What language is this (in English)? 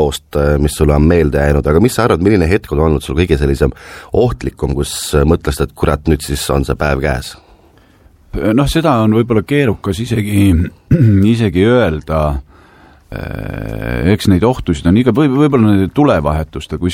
Estonian